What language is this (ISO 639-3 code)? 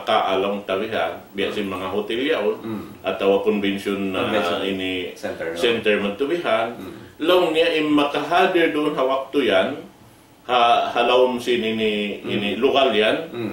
tsg